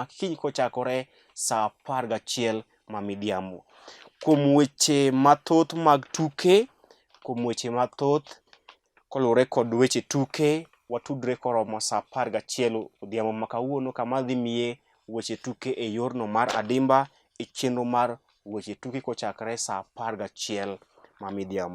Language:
Luo (Kenya and Tanzania)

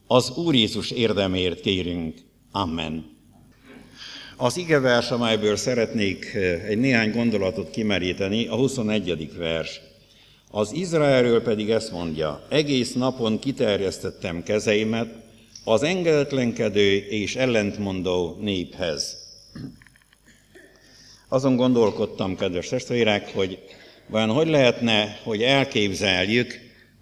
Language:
Hungarian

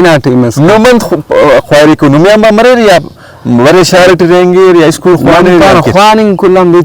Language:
Brahui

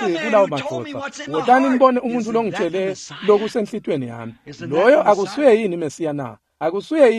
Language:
Swati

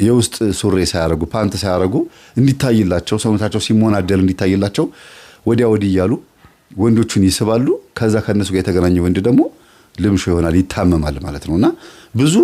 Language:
Amharic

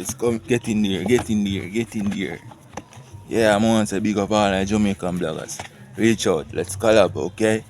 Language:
Jamaican Creole English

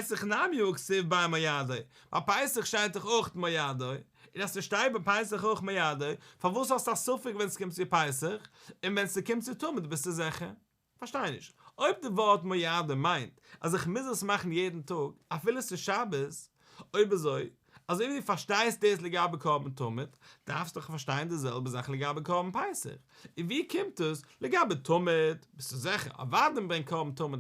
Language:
Yiddish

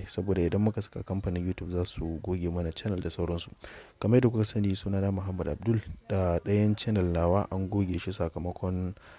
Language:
Hausa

